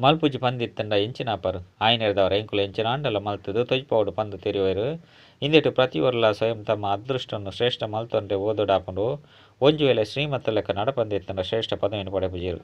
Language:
Tulu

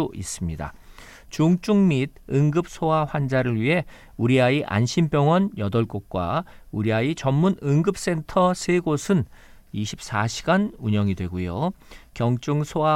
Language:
Korean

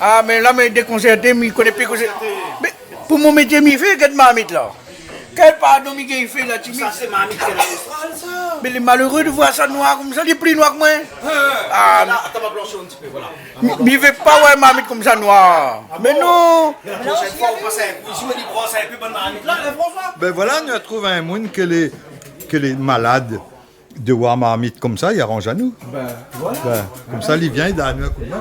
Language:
Réunion Creole French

